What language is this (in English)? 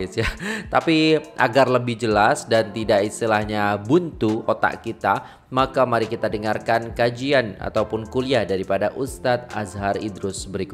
Malay